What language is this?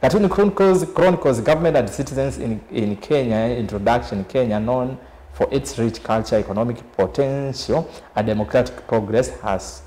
Kamba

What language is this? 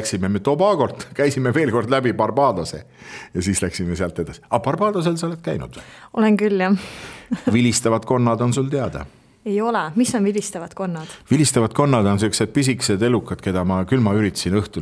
Estonian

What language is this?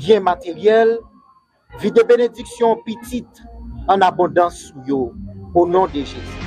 Haitian Creole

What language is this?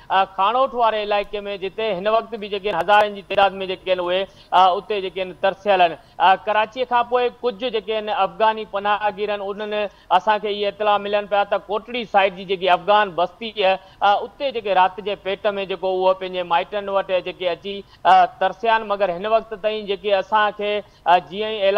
Sindhi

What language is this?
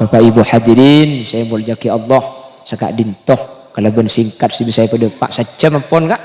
Madurese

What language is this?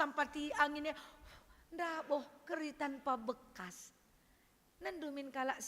Batak Karo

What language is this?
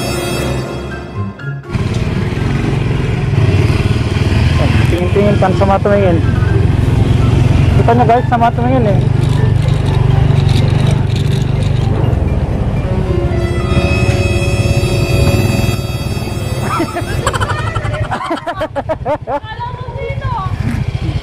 Filipino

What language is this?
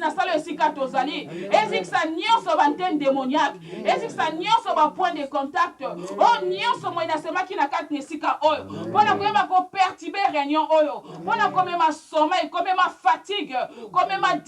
Lingala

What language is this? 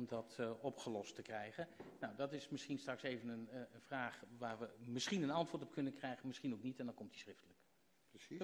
Dutch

